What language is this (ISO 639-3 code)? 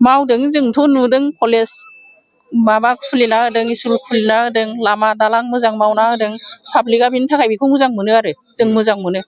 brx